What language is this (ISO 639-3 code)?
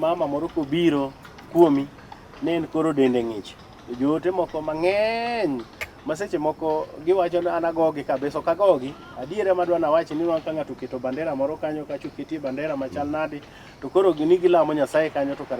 luo